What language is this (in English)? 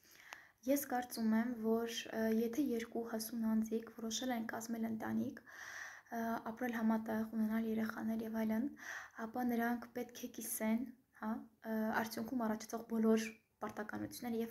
Armenian